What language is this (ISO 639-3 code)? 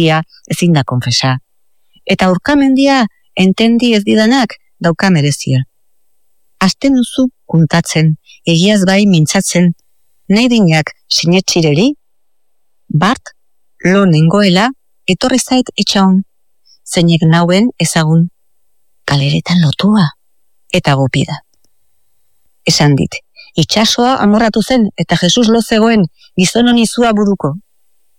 eus